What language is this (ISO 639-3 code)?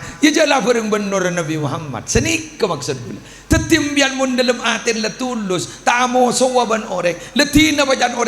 mad